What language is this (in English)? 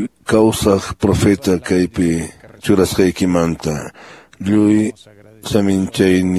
Quechua